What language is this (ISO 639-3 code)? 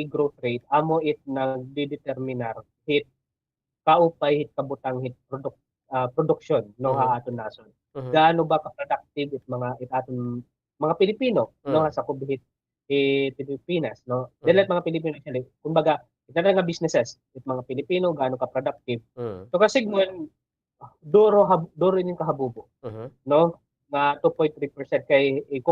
war